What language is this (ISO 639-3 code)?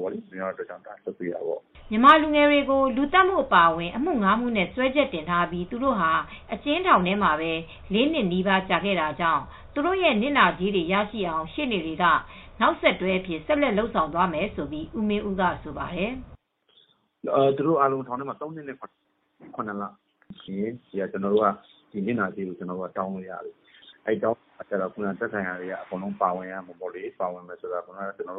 mya